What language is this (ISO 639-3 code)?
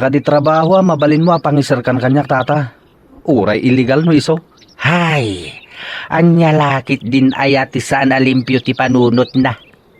ilo